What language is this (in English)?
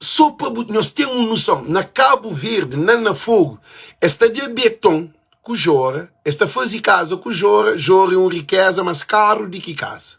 Kabuverdianu